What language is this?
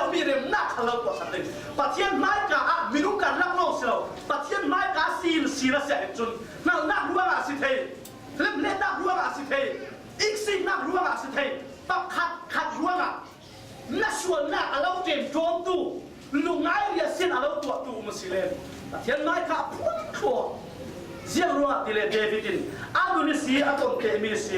Falam Chin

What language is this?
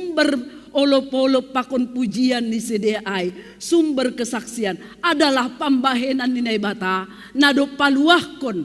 Batak Simalungun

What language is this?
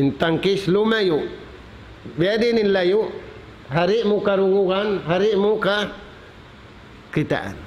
Tausug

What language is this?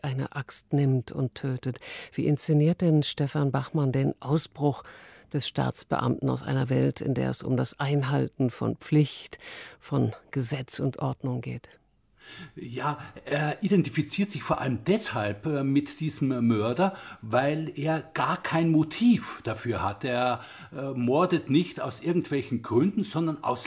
German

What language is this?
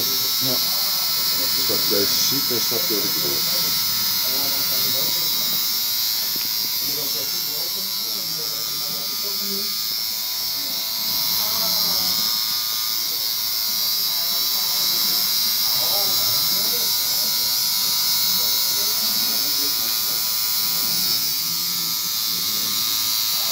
Dutch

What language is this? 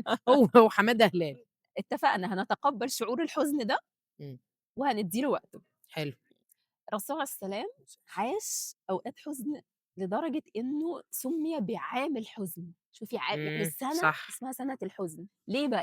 Egyptian Arabic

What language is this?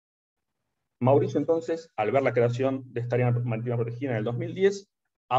Spanish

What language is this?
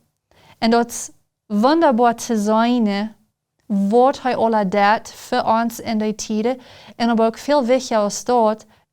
Plautdietsch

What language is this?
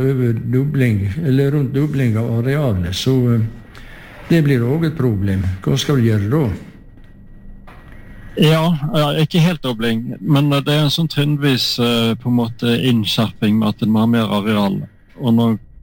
Norwegian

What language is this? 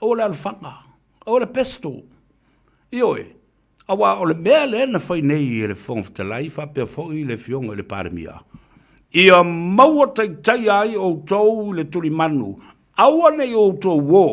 Samoan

